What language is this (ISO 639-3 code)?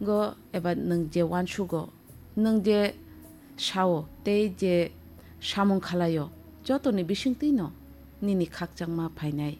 trp